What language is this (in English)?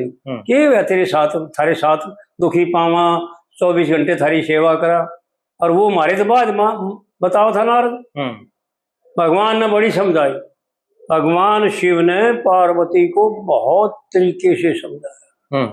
Haryanvi